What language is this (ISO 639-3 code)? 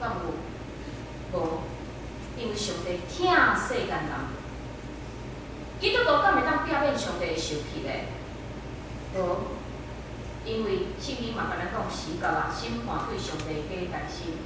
nan